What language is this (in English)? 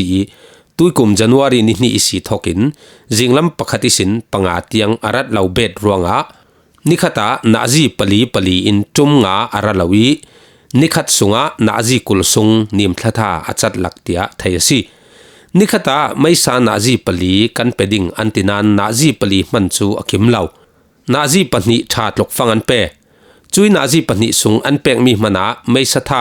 Falam Chin